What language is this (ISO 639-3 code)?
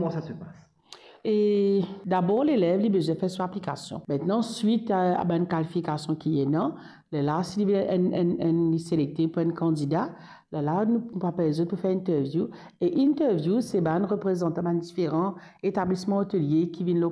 mfe